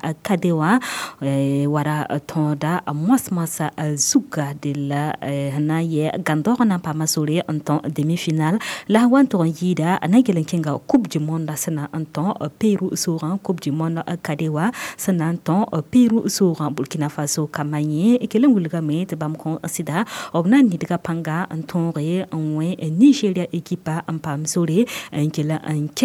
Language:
Mossi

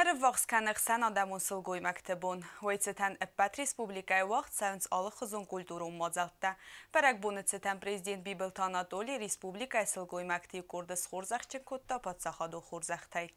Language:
Ossetic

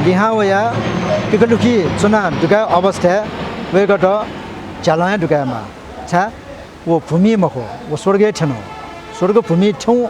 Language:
Newari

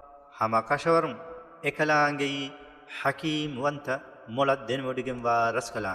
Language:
Divehi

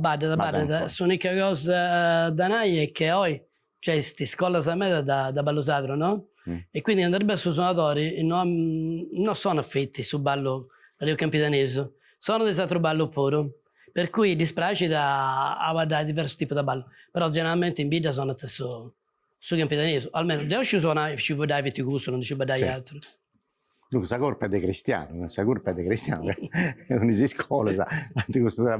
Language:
Sardinian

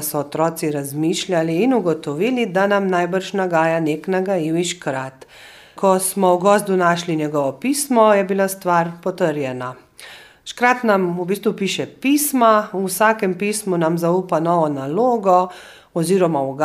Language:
Slovenian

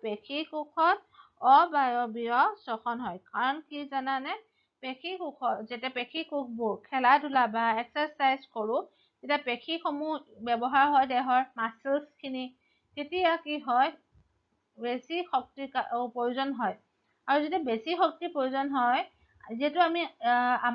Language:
Assamese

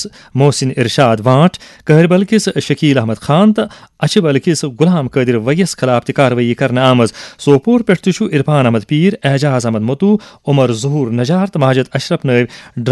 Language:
Kashmiri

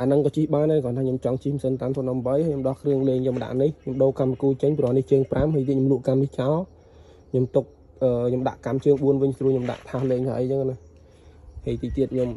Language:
Khmer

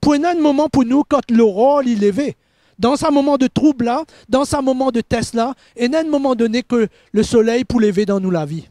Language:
Morisyen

